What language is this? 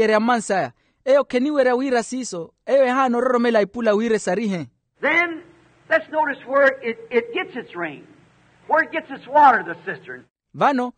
Makhuwa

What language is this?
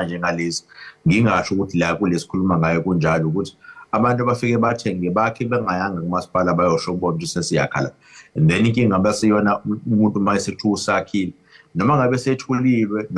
Zulu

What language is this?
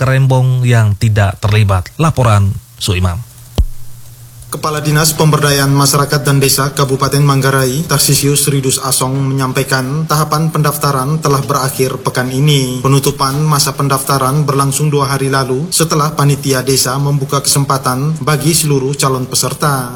Indonesian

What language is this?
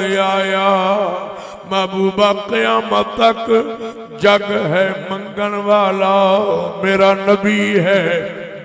Saraiki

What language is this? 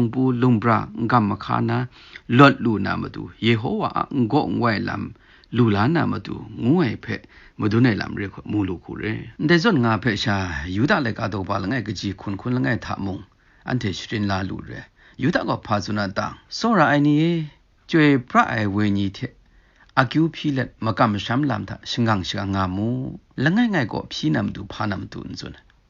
Kachin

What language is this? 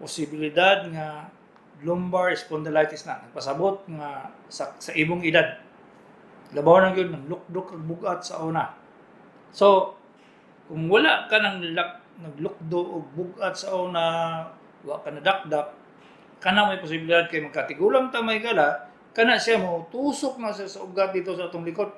Cebuano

